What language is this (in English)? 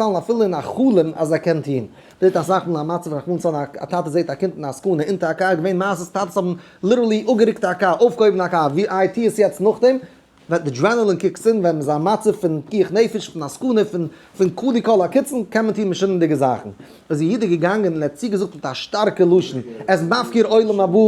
Yiddish